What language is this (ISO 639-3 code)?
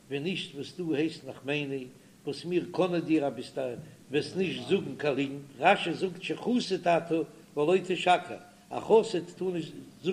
yid